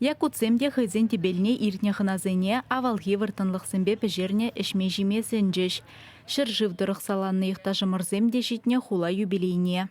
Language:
Chuvash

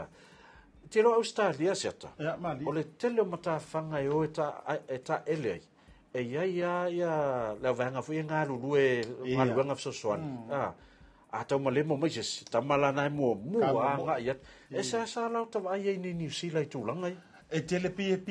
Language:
Samoan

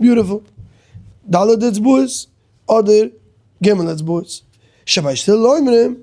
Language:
Yiddish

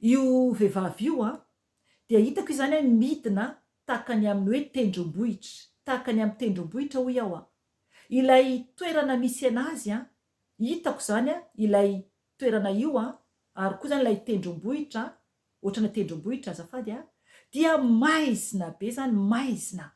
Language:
Malagasy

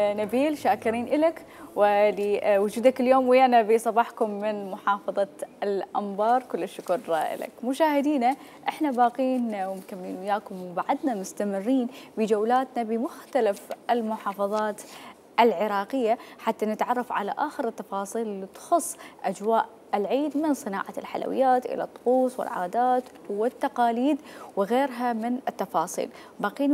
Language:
Mesopotamian Arabic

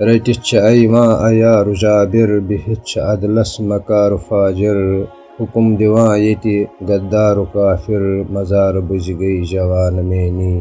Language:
Kashmiri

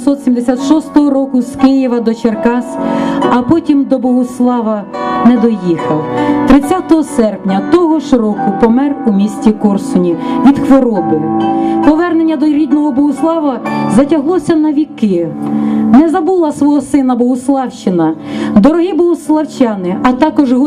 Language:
Ukrainian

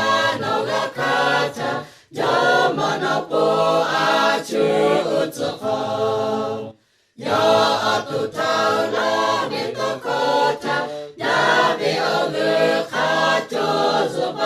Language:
Lahu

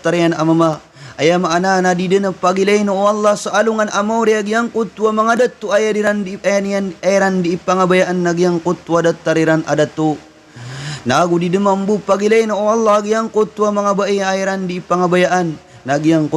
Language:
Maranao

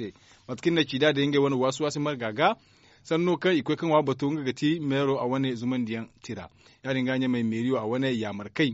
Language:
Zarma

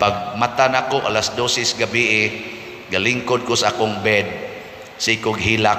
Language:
Cebuano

